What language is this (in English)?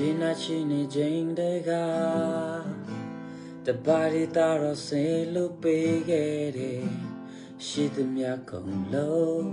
Eastern Kayah